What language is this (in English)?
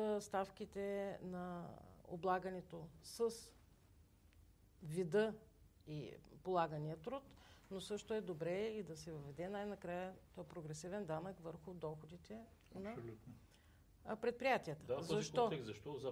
Bulgarian